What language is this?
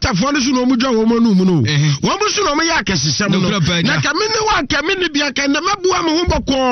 Akan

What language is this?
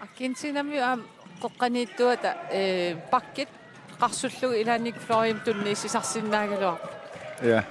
Kalaallisut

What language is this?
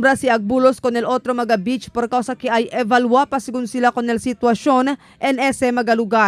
Chavacano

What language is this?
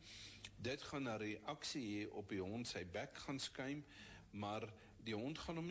Afrikaans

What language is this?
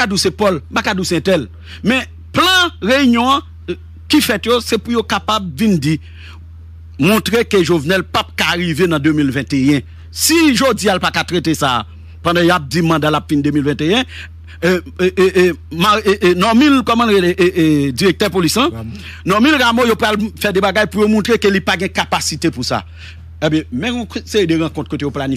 Haitian Creole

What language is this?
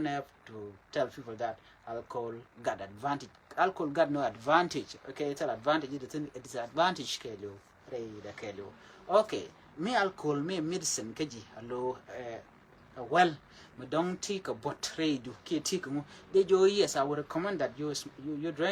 Nuer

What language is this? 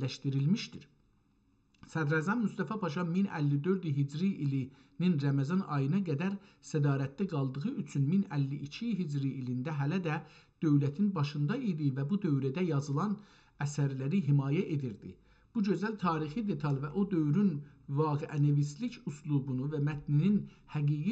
South Azerbaijani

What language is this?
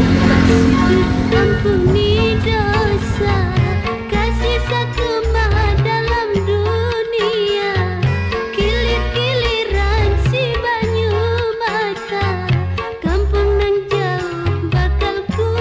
Banjar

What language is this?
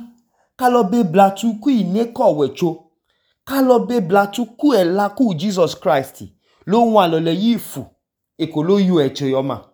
Idoma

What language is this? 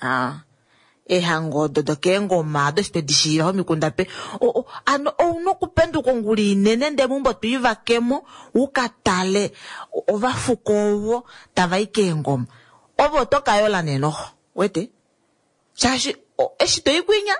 Kuanyama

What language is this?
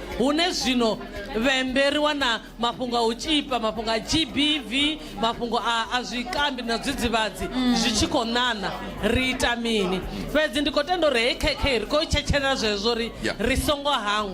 Venda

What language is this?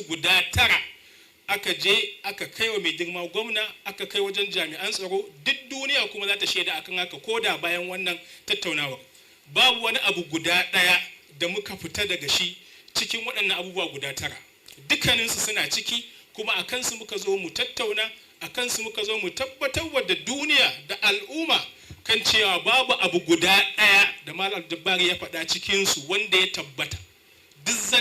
Hausa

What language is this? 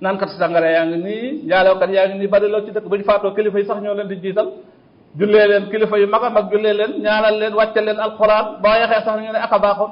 Wolof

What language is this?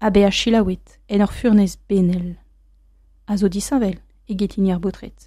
Breton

